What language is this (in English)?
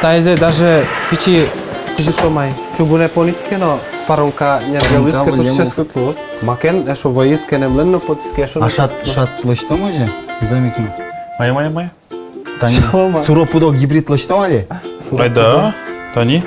Udmurt